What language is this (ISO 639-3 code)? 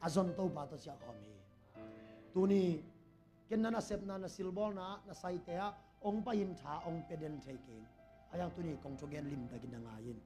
ctd